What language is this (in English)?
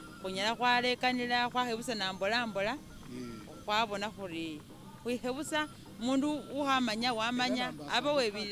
Masaaba